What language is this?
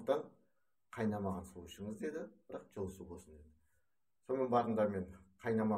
Kazakh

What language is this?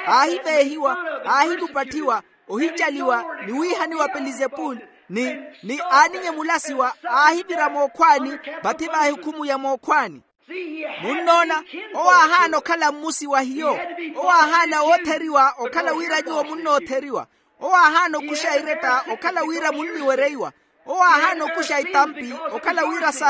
Makhuwa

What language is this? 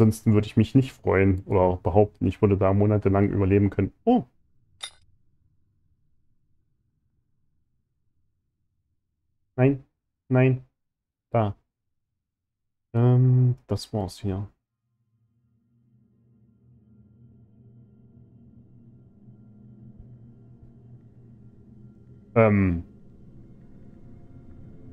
German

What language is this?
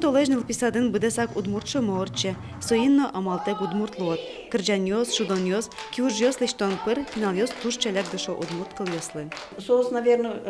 Udmurt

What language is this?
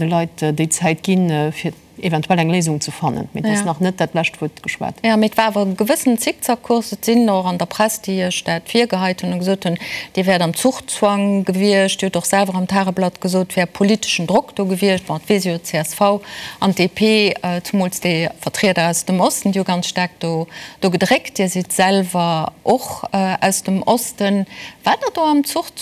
Luxembourgish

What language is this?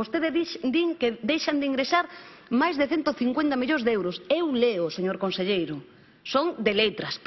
Galician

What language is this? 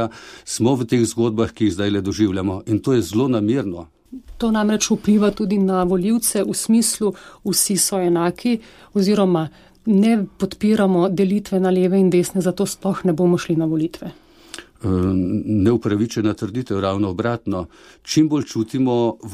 Slovenian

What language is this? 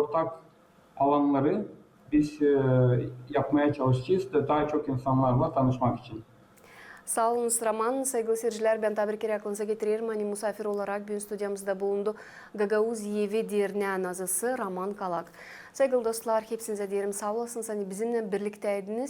Gagauz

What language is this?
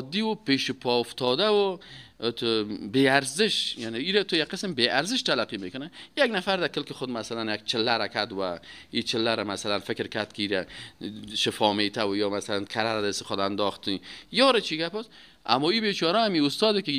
Persian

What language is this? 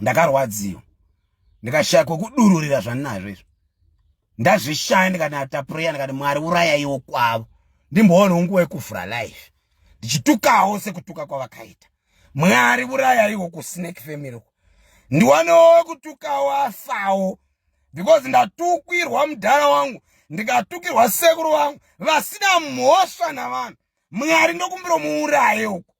Shona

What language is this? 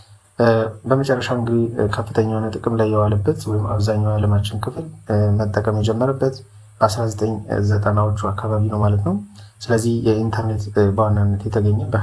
Amharic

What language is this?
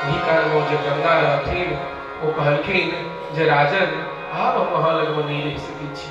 Maithili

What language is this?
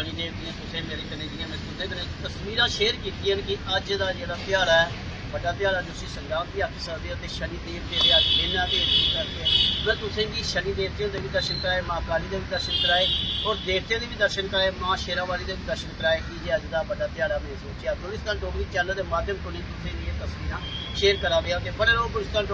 Dogri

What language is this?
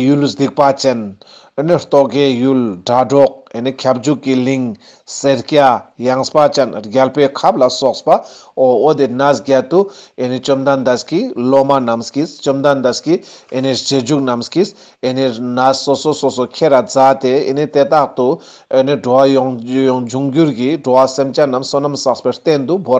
Ladakhi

